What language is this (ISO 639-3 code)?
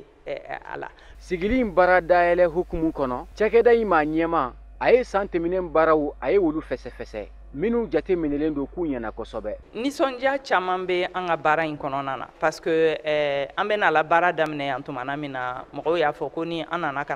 bam